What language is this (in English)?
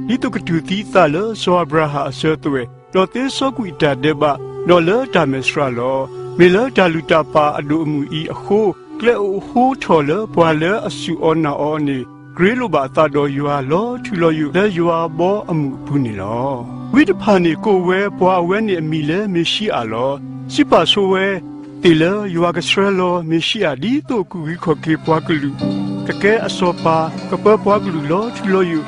S'gaw Karen